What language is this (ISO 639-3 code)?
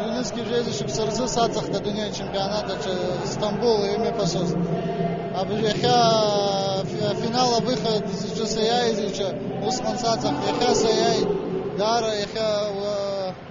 abk